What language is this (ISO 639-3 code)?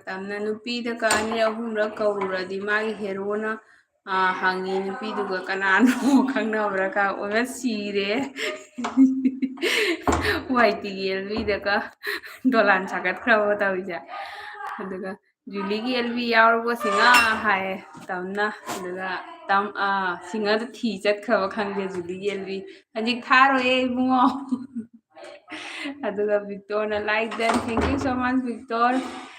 mni